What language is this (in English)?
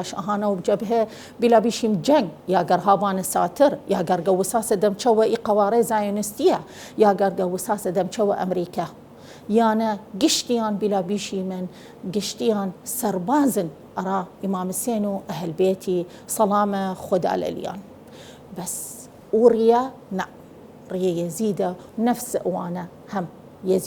Southern Kurdish